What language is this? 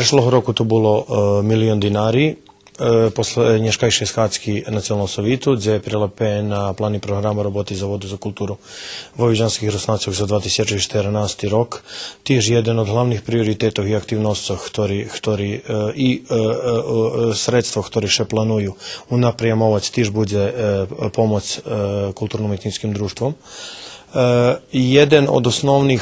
Rusyn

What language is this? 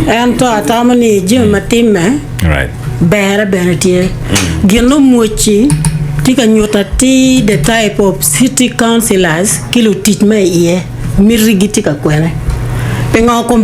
Acoli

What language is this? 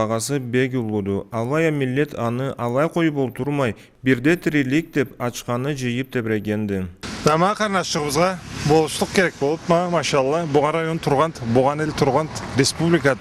Karachay-Balkar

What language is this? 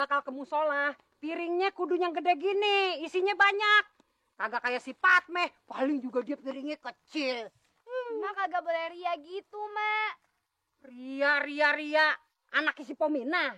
Betawi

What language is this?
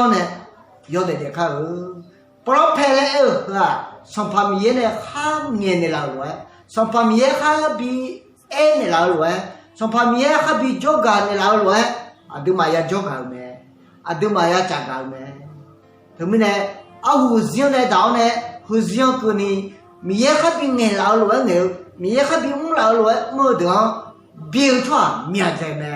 Akha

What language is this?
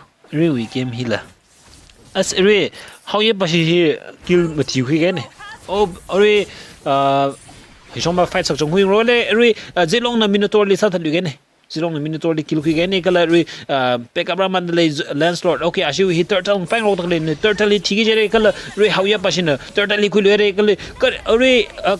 Tangkhul Naga (India)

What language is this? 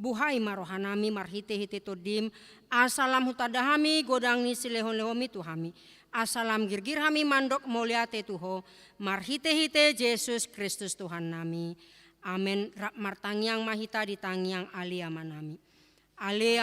Batak Toba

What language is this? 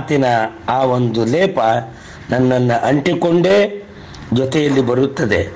Kannada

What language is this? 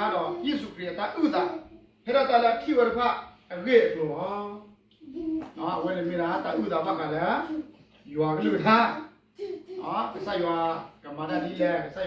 S'gaw Karen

